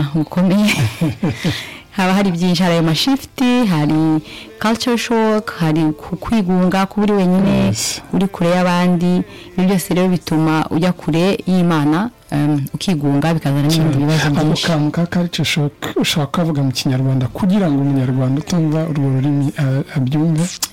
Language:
Kinyarwanda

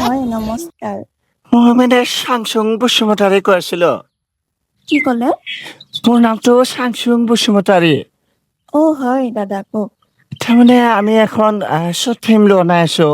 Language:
Assamese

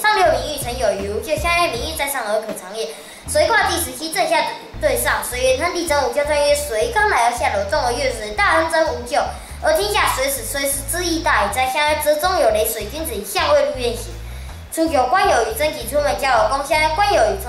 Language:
Literary Chinese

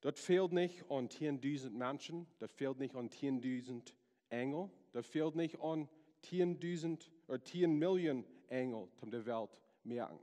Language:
Plautdietsch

